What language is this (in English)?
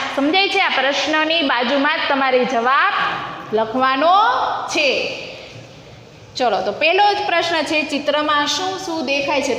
Gujarati